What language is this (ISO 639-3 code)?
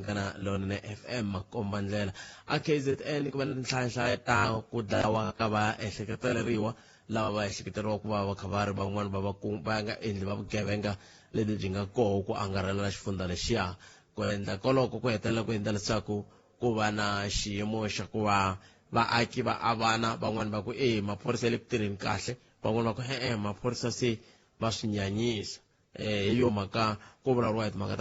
tso